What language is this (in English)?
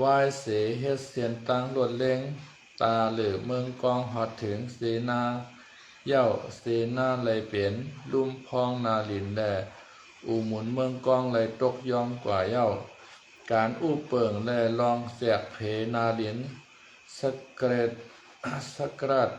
Shan